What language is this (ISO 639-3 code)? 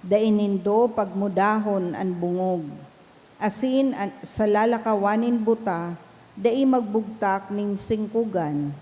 bik